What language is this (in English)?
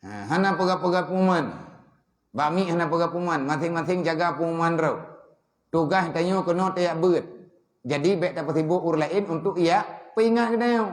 Achinese